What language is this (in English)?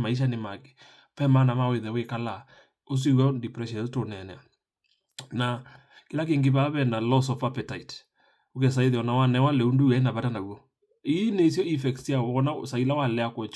Kamba